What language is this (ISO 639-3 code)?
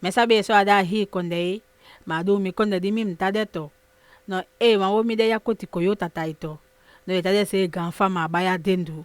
srm